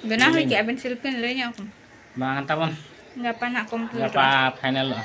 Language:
Santali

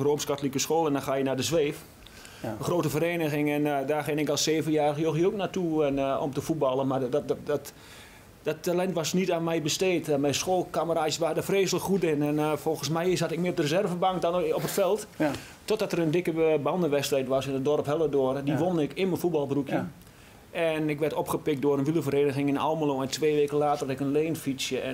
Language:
Dutch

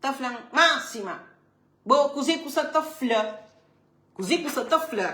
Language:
Kabuverdianu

